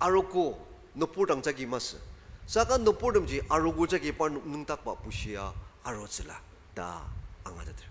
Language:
Ao Naga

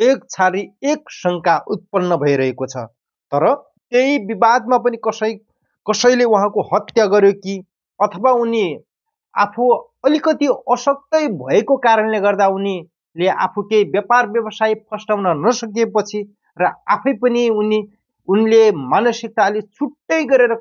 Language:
Nepali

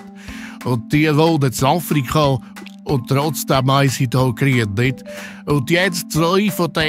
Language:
Swiss German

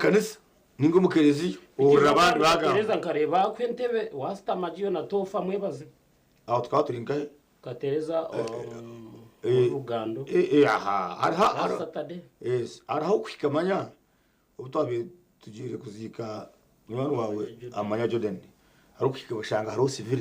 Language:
Nyankole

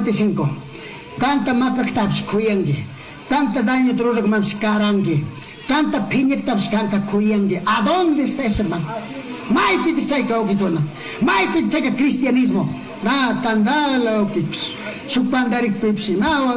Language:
Chimborazo Highland Quichua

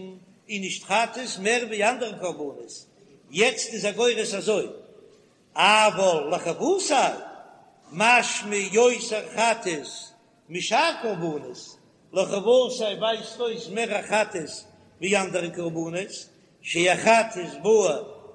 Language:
Yiddish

